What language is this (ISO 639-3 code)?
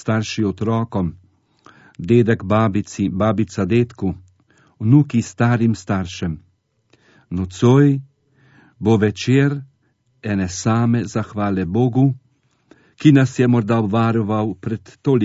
slv